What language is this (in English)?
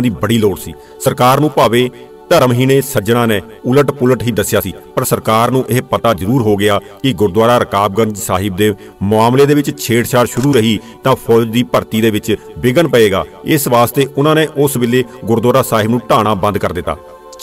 Punjabi